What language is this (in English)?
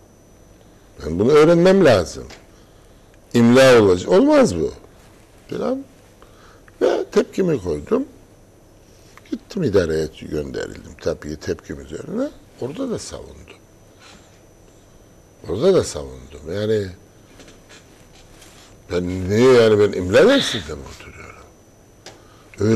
Turkish